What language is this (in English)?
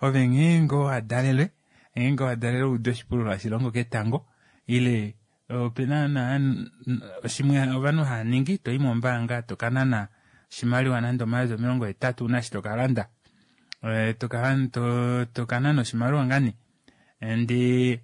Kuanyama